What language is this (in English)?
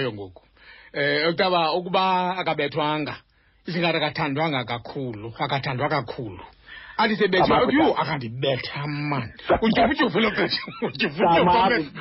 Xhosa